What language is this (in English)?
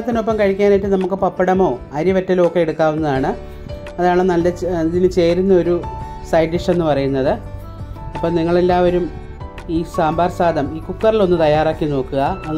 Malayalam